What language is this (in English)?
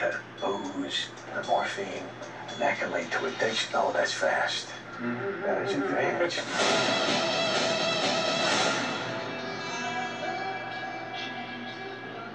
English